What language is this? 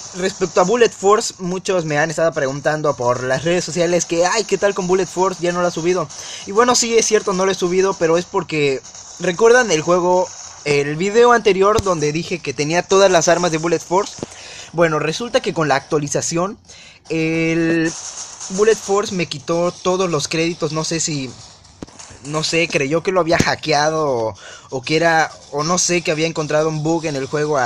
Spanish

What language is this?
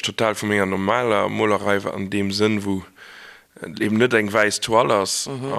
Luxembourgish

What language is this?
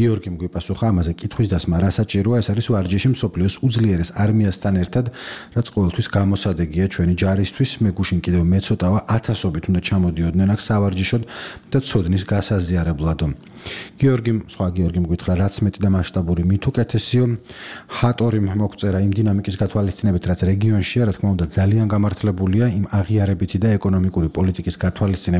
Georgian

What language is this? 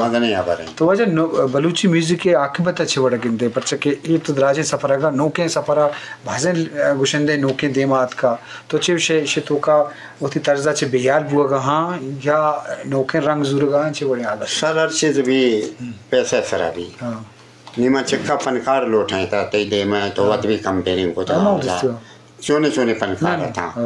Eastern Balochi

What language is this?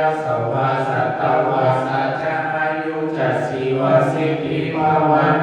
Pali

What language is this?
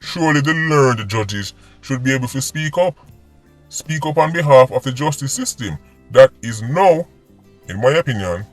Jamaican Creole English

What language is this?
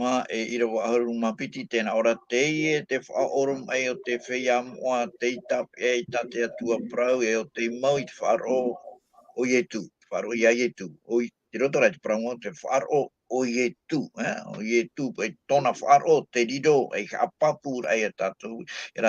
Tahitian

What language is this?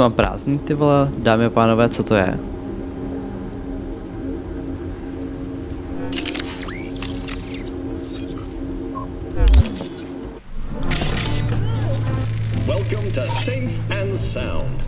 Czech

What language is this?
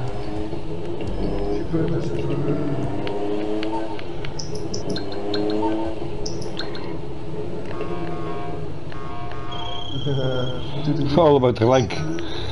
Dutch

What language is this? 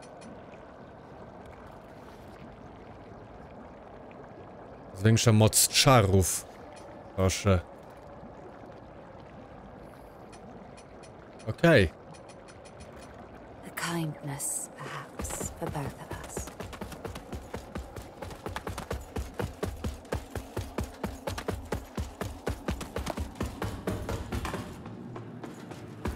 Polish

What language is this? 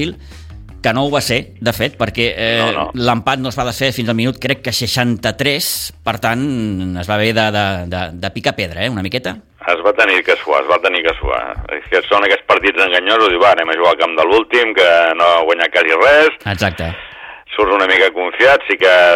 Catalan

